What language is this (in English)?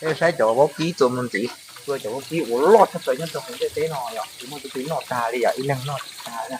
Hmong